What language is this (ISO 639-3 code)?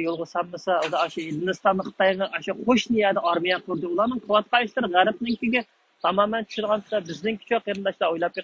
uig